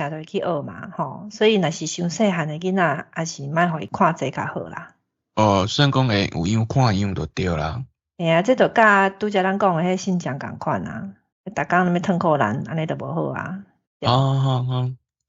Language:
Min Nan Chinese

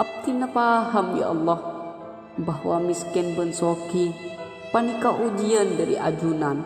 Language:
Madurese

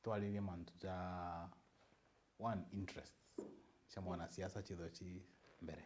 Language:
Meru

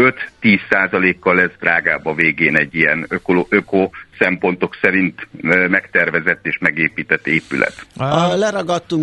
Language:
Hungarian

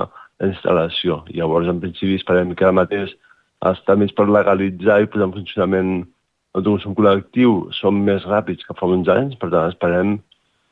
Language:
Catalan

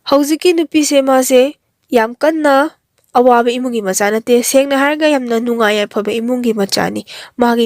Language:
Manipuri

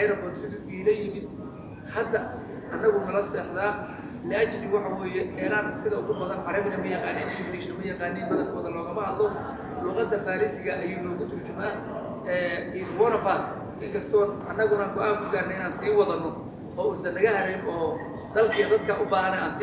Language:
Somali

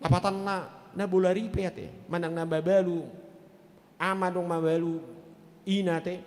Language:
Batak Toba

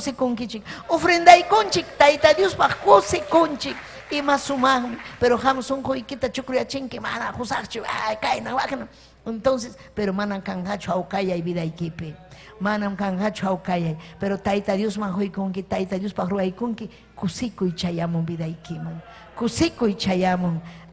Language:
Ayacucho Quechua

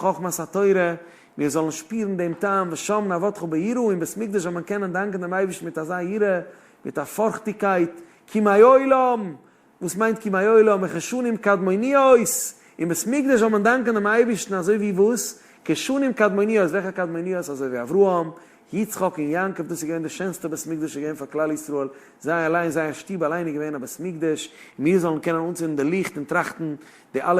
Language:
Yiddish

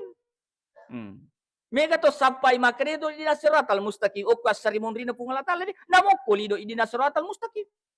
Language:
Buginese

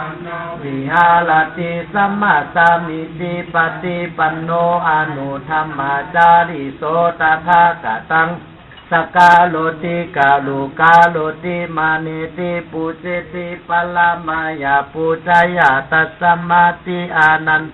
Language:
Pali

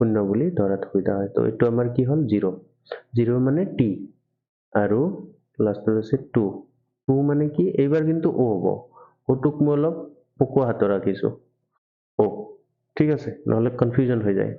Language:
Assamese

